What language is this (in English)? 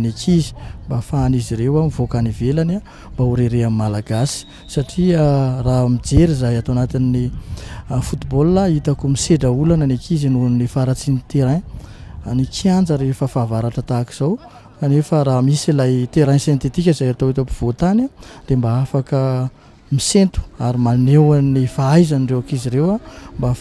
Malagasy